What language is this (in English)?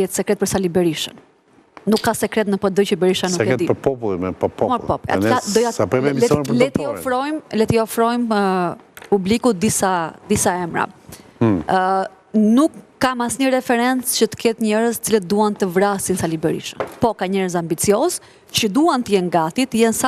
Albanian